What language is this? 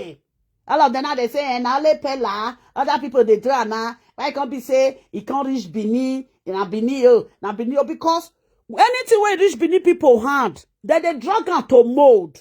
Nigerian Pidgin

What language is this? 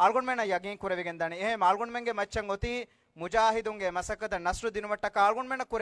Divehi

